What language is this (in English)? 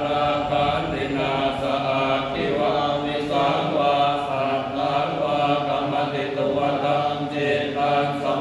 Pali